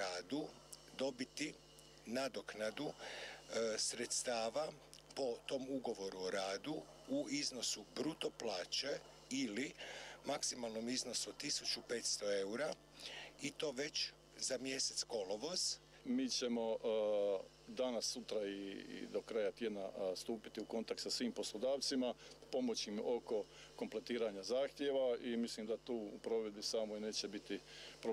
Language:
Croatian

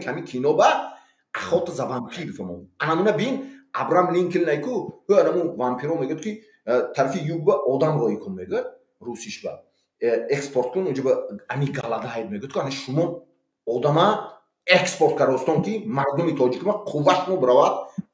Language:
Tajik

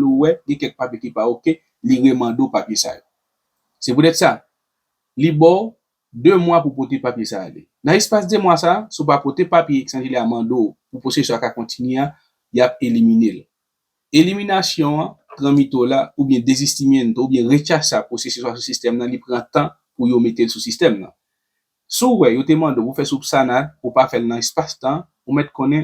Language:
Haitian Creole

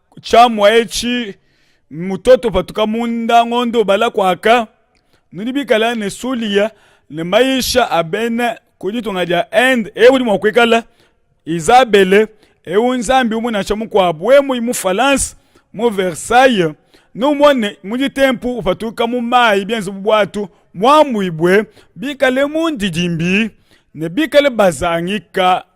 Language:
Luba-Lulua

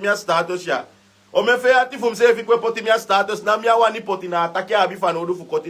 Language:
Sranan Tongo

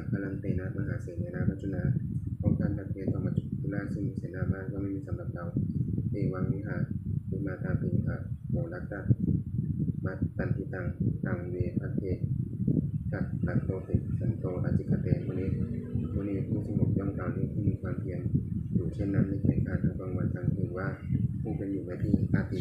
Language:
Pali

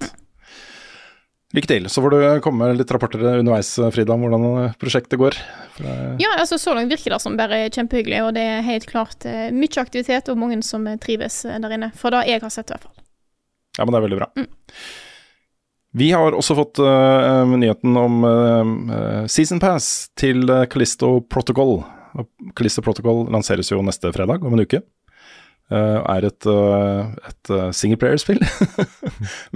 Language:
Norwegian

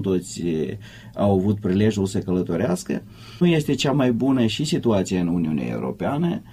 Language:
Romanian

